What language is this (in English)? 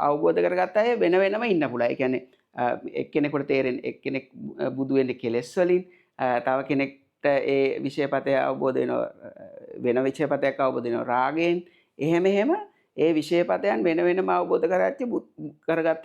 Sinhala